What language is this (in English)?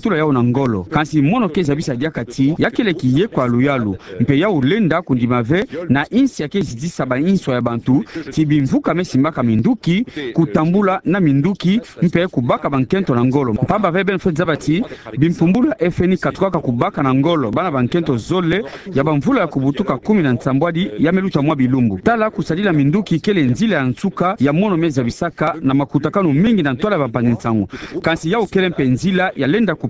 Kituba (Democratic Republic of Congo)